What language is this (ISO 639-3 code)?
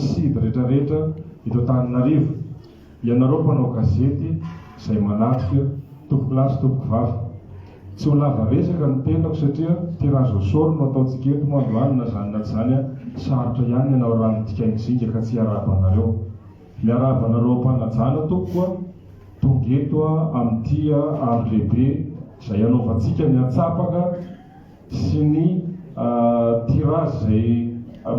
mlg